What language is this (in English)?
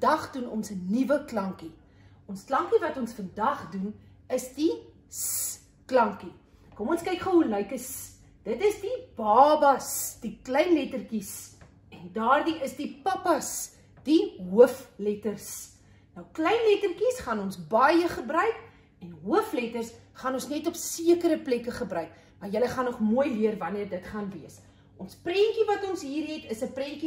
Afrikaans